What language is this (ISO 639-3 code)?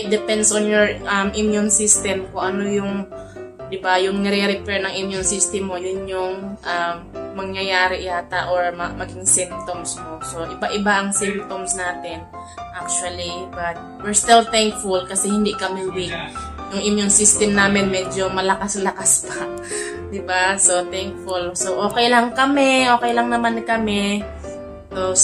fil